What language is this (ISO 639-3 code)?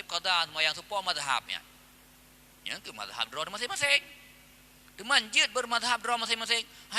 ace